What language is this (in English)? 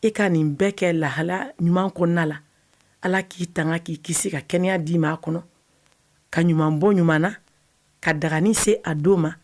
Bambara